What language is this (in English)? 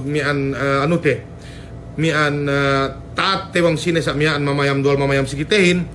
Yakan